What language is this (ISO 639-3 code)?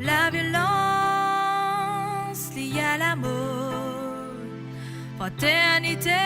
mfe